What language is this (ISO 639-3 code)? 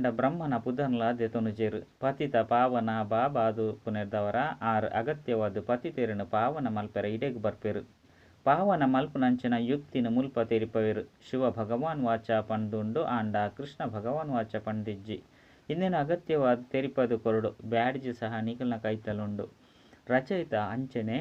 tcy